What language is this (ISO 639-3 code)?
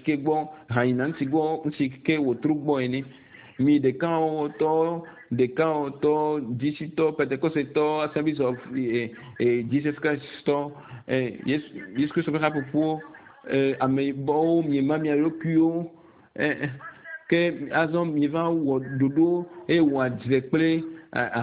ewe